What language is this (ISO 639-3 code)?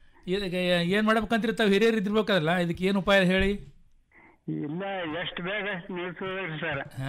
kan